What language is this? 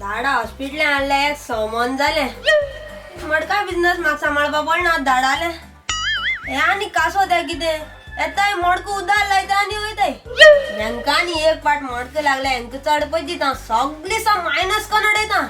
Konkani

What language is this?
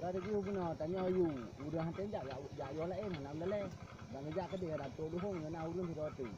Achinese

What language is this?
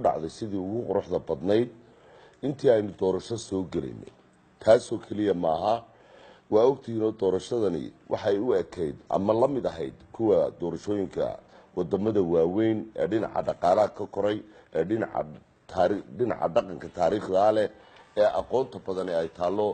Somali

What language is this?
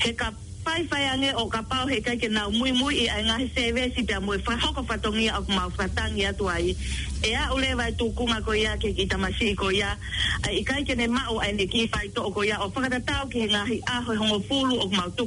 Tongan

